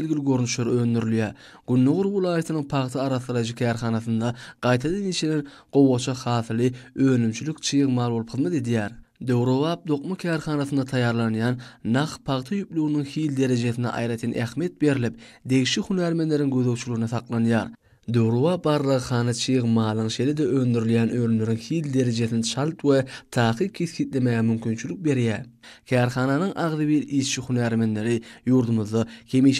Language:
Turkmen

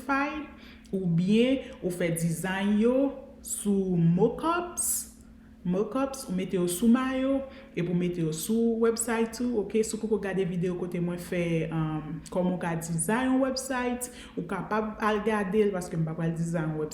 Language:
Haitian Creole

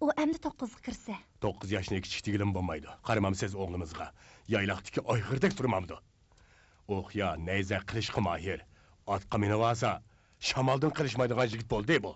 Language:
Uyghur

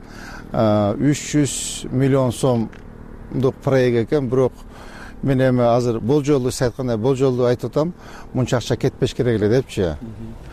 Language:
Kyrgyz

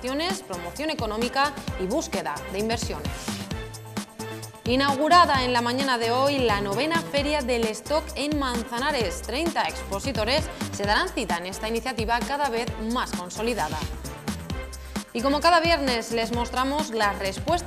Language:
Spanish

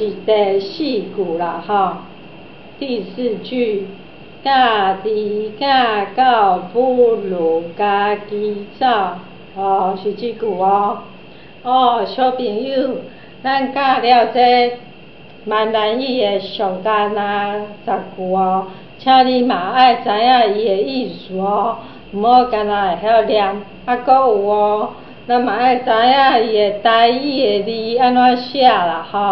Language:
Min Nan Chinese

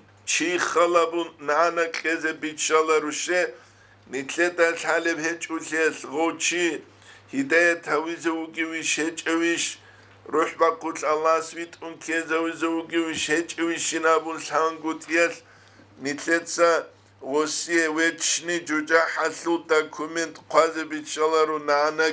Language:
Avaric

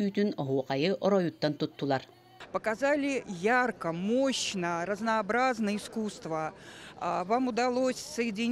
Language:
Yakut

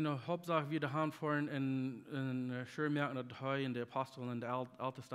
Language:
Plautdietsch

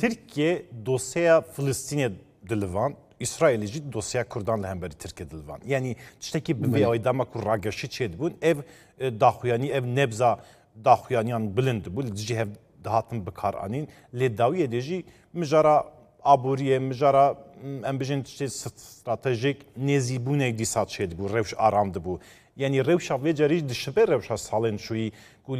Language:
Kurdish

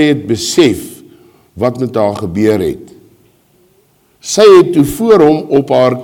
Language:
Afrikaans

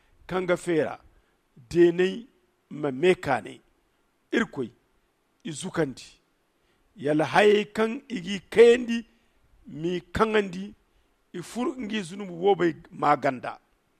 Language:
Zarma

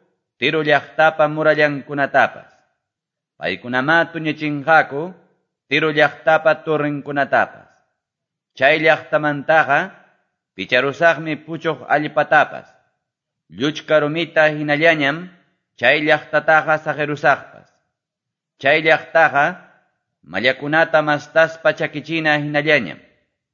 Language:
Quechua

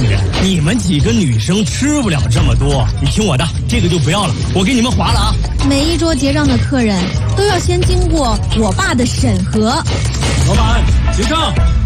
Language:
Chinese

